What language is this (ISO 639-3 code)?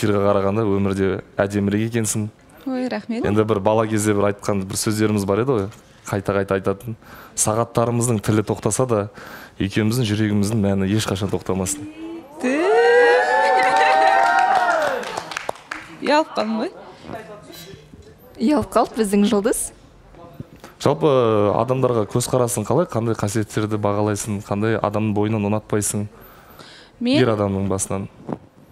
kaz